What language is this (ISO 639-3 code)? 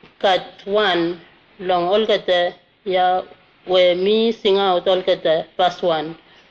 bis